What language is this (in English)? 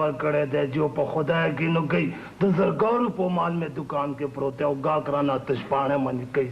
Pashto